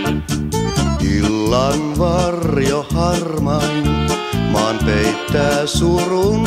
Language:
Finnish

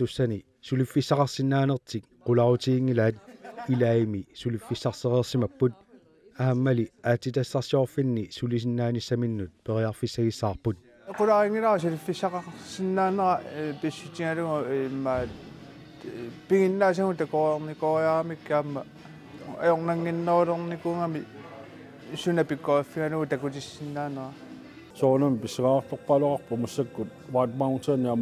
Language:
Kalaallisut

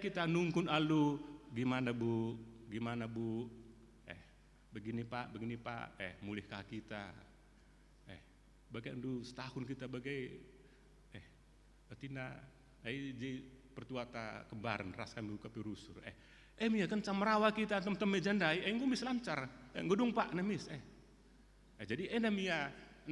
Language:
Batak Karo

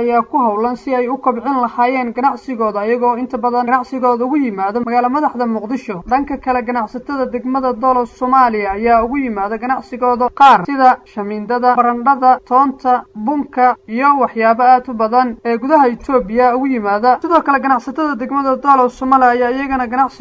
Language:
Somali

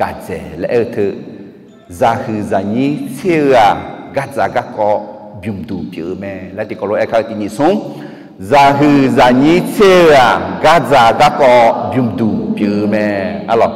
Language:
Akha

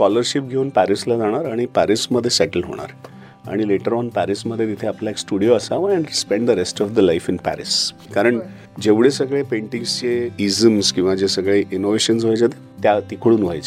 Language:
Marathi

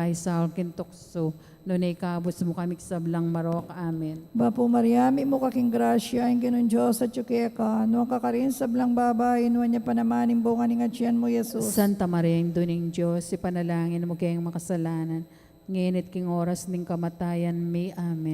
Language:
Pampanga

